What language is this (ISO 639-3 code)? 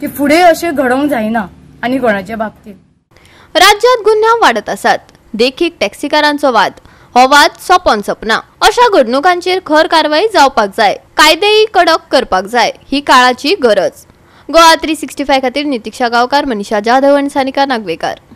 kok